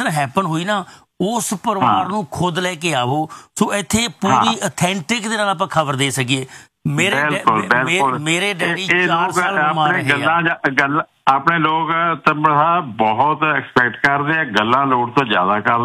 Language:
Punjabi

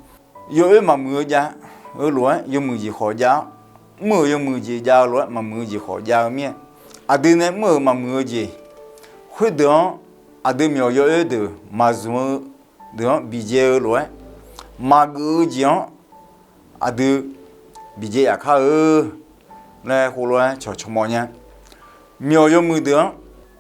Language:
Akha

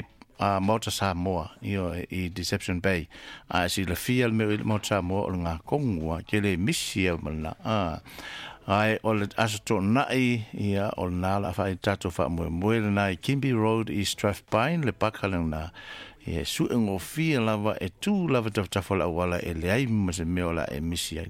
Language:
Samoan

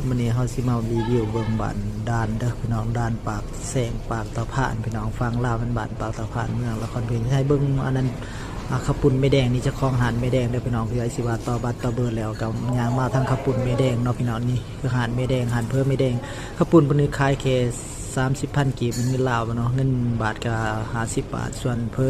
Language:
Lao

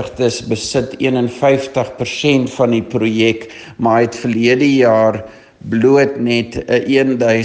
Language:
Afrikaans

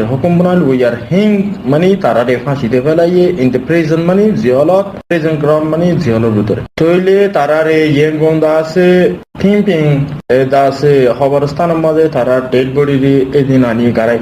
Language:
Rohingya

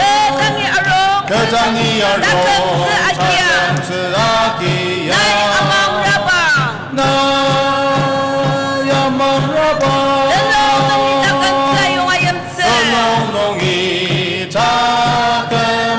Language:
Ao Naga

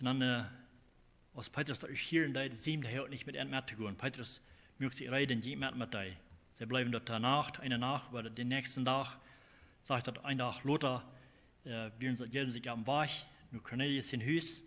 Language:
Plautdietsch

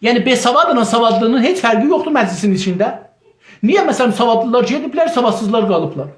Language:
South Azerbaijani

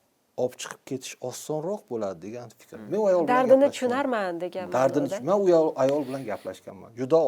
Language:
Uzbek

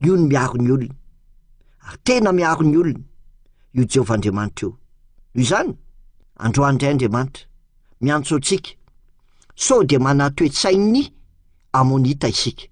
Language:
Malagasy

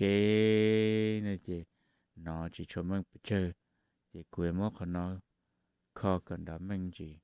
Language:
Hmong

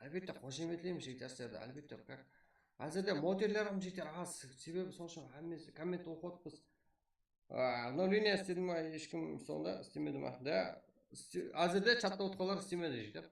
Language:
Kara-Kalpak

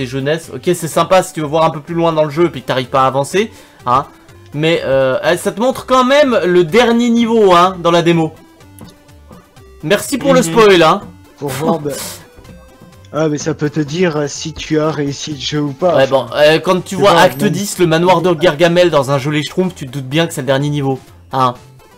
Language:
French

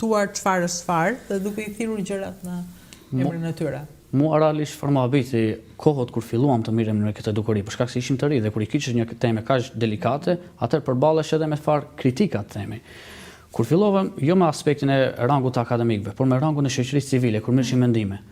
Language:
Albanian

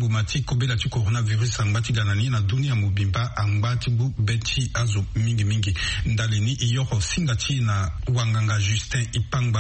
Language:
Sango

